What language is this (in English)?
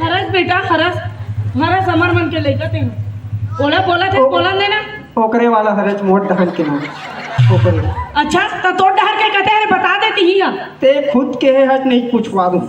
Chhattisgarhi